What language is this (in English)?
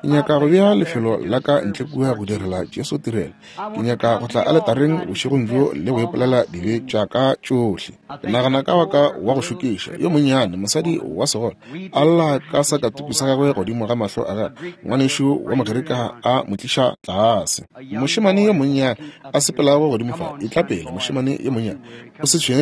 Northern Sotho